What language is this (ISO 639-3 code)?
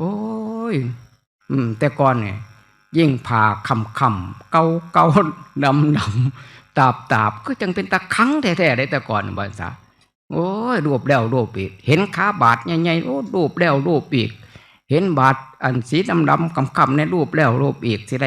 tts